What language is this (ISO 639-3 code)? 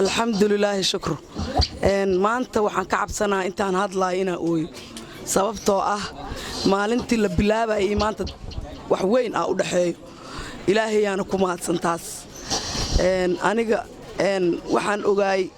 som